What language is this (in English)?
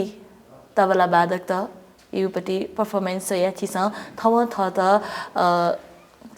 Newari